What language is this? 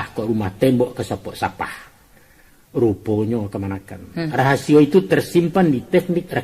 Minangkabau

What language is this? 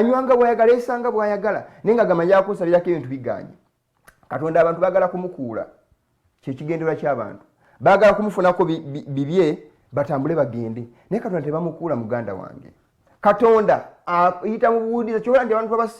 Ganda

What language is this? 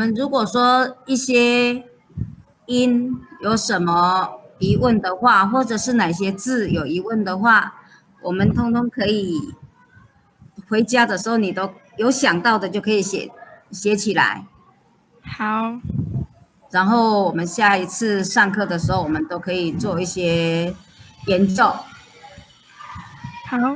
Hakka Chinese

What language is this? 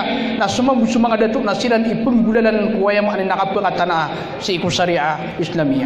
Maranao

